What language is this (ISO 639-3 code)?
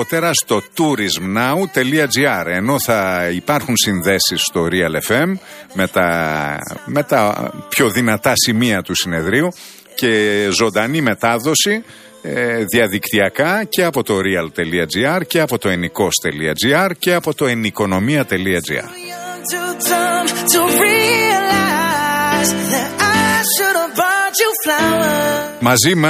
ell